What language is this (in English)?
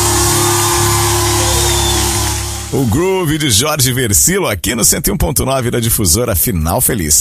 Portuguese